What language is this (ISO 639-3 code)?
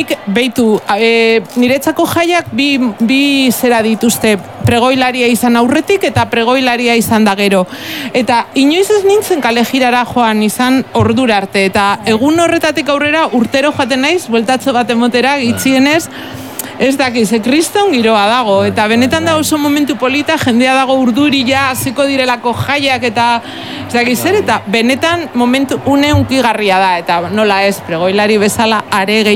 eus